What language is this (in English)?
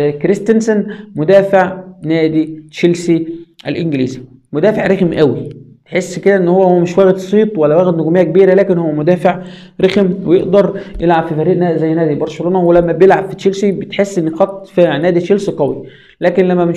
Egyptian Arabic